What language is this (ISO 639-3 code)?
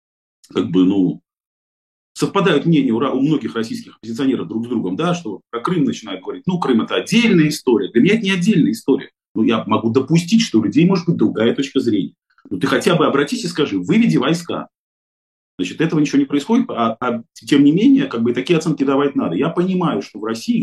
rus